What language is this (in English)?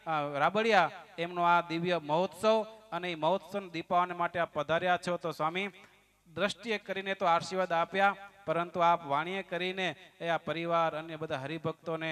Gujarati